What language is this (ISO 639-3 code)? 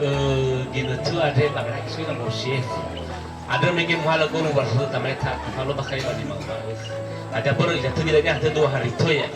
nia